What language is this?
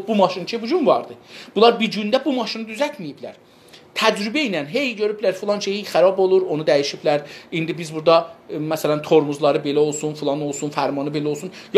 South Azerbaijani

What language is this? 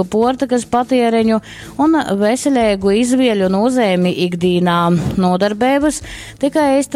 Latgalian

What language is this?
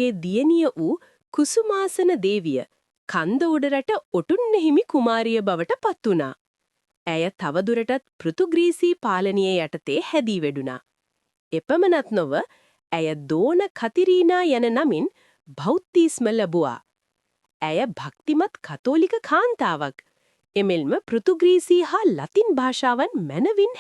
Sinhala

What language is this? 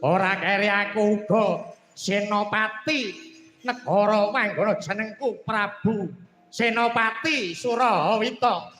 Javanese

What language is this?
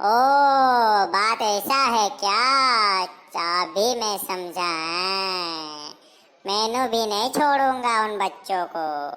Sadri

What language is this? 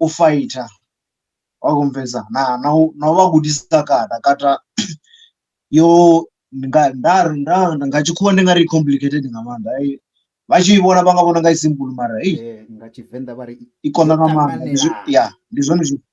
Venda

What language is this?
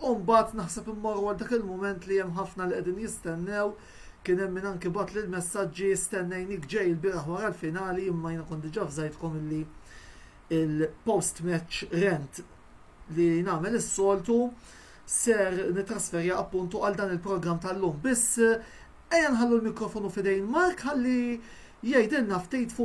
Maltese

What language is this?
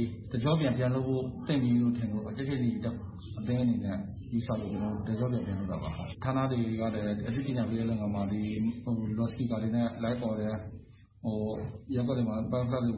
Burmese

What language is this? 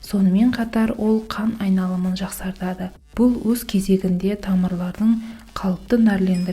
Kazakh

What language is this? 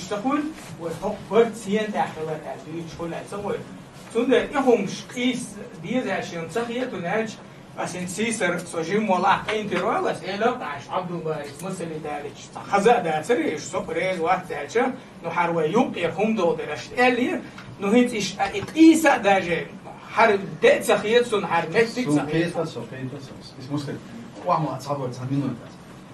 Chechen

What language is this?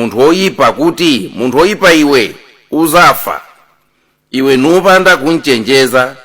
Nyanja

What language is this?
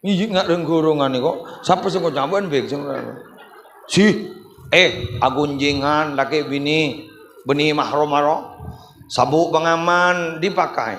Madurese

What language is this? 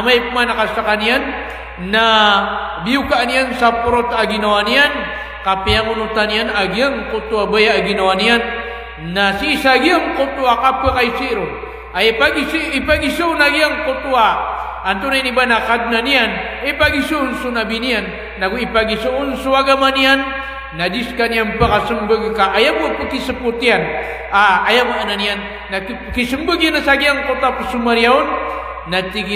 Maranao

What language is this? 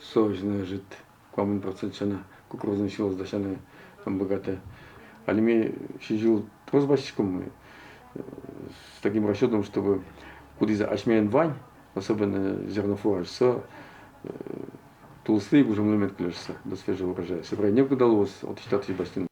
Udmurt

